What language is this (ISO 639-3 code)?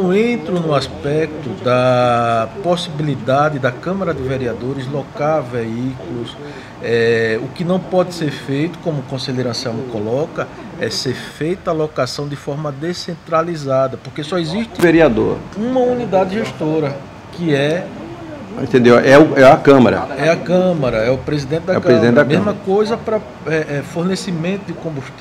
por